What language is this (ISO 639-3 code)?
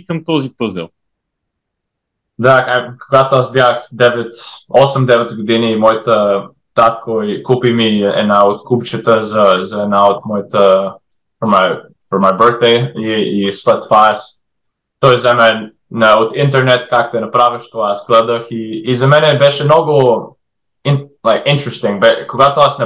bul